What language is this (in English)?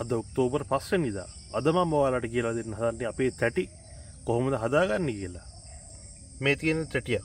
Sinhala